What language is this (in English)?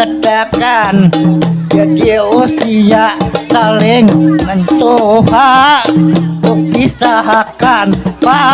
Banjar